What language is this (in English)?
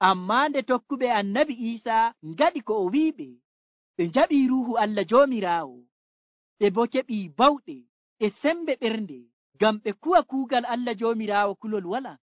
Nigerian Fulfulde